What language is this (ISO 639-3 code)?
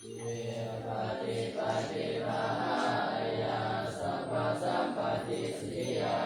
pli